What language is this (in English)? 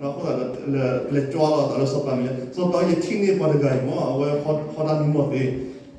S'gaw Karen